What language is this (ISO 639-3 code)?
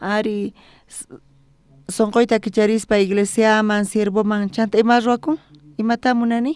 quh